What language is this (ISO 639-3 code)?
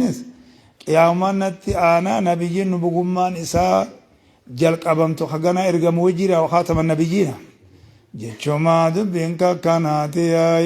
orm